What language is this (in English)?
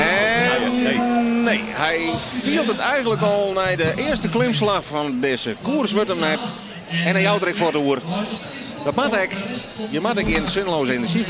Western Frisian